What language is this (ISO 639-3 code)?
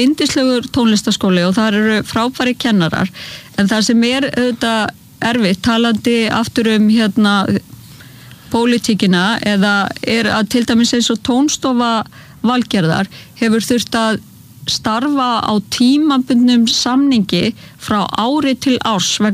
isl